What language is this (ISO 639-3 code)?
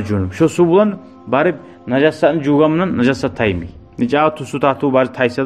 kum